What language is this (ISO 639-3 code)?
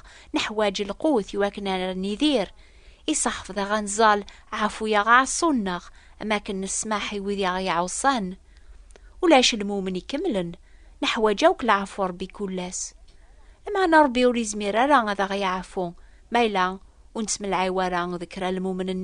kab